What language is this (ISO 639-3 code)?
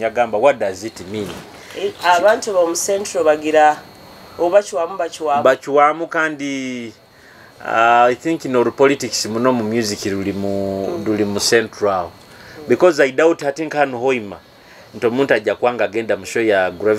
nyo